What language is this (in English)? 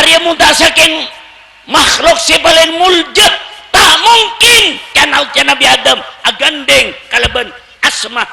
Madurese